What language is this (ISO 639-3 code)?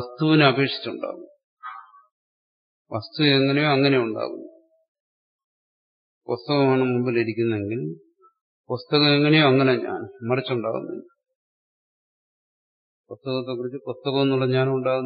mal